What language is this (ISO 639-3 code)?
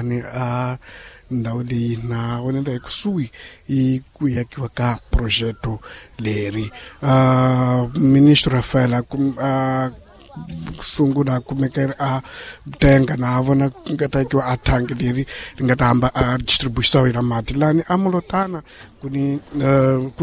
tso